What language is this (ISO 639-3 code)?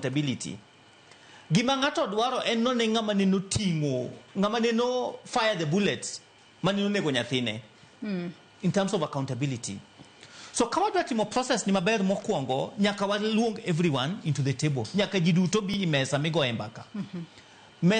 luo